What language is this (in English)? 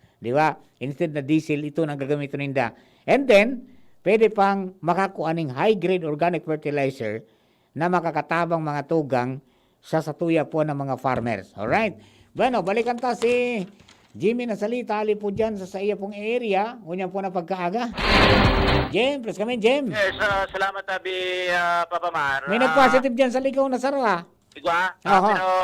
Bikol